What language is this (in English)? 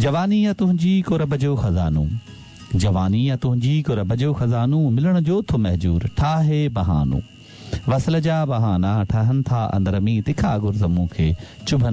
Sindhi